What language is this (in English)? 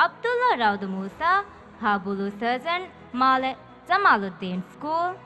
Divehi